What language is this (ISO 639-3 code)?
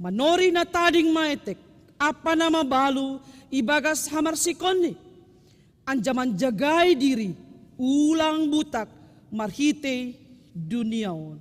bts